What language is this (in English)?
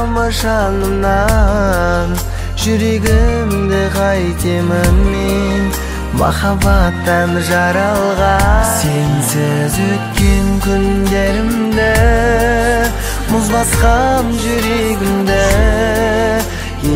Kazakh